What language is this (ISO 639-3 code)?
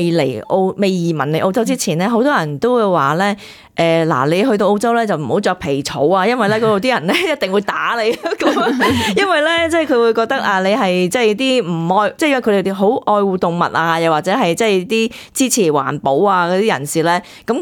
yue